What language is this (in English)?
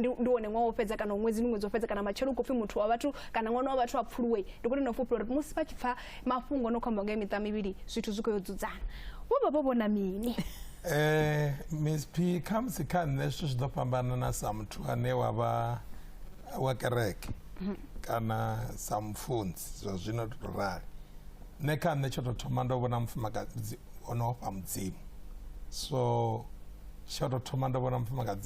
Venda